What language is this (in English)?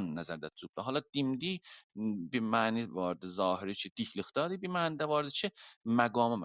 South Azerbaijani